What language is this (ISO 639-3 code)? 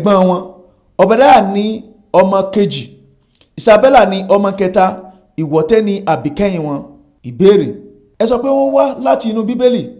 yor